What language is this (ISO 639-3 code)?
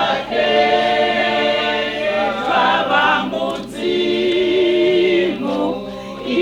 ven